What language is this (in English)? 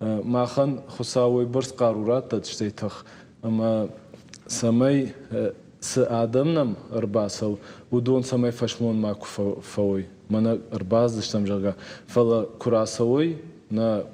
Ossetic